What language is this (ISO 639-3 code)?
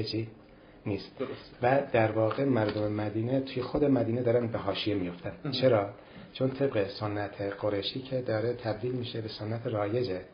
fas